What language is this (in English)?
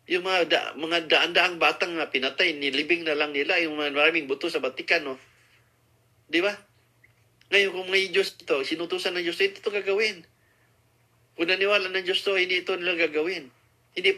Filipino